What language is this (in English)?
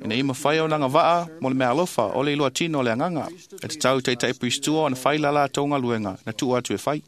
Samoan